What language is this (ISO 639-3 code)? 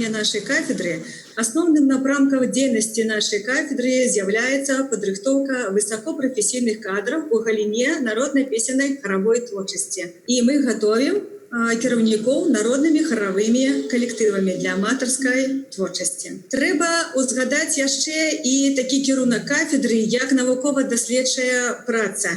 bel